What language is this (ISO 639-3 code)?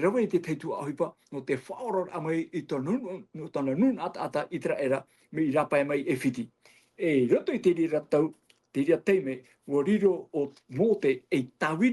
tah